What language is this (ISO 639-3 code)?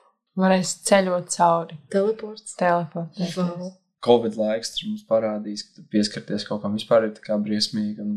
lav